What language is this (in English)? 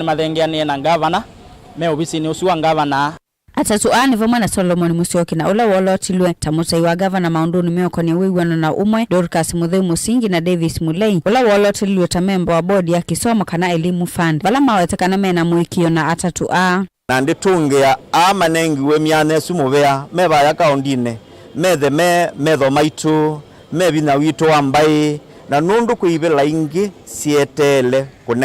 Kamba